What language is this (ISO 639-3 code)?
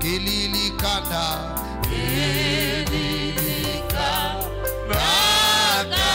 kam